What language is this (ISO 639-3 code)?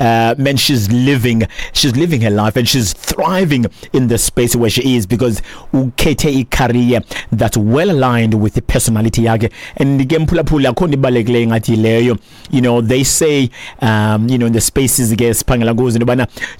xho